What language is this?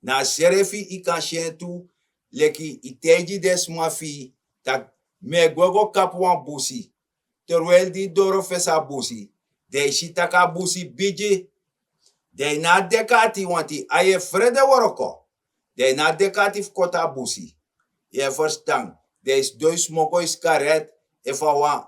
Sranan Tongo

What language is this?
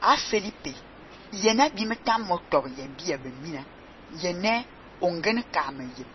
Fang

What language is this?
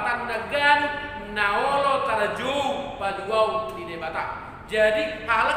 Batak Toba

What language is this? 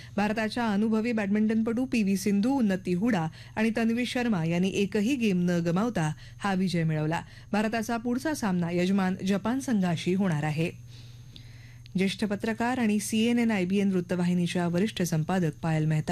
Marathi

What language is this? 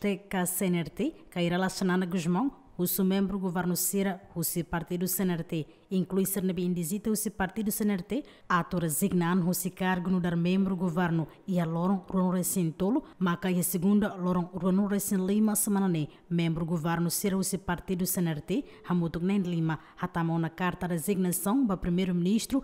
Tetum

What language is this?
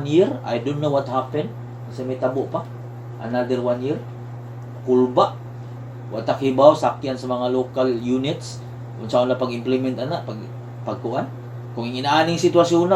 Cebuano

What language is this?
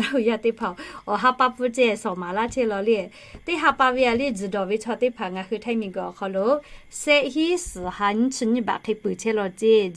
Lahu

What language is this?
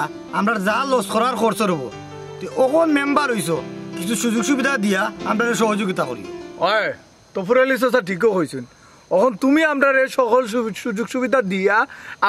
Sylheti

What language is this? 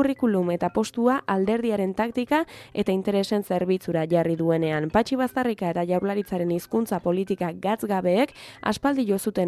Basque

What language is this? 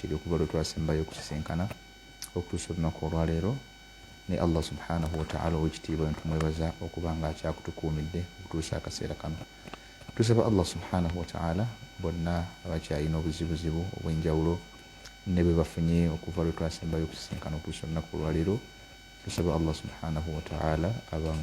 Ganda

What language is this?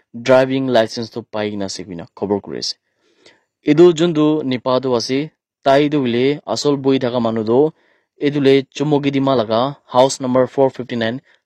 Naga Pidgin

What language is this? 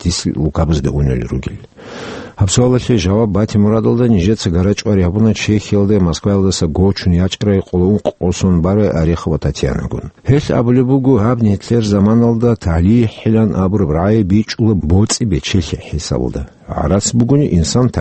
Avaric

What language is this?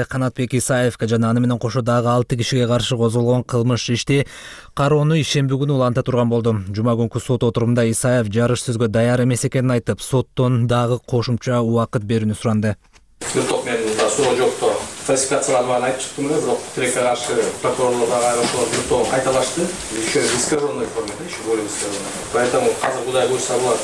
Kyrgyz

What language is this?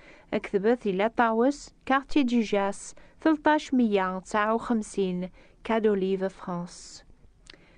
Kabyle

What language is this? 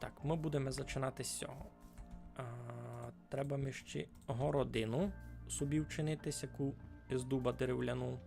Rusyn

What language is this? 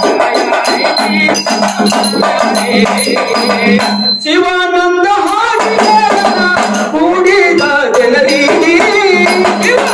Kannada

